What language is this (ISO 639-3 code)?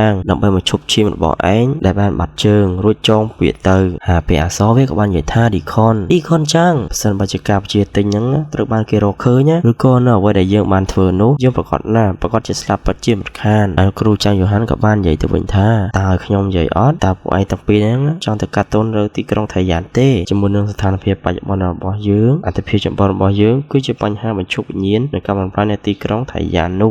khm